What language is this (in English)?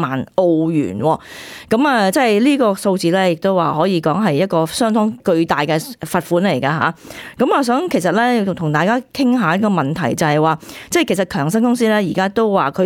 Cantonese